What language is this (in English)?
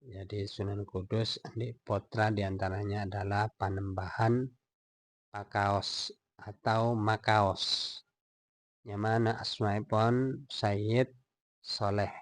Madurese